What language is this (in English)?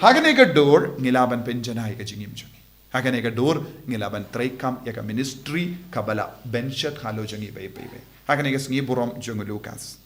Khasi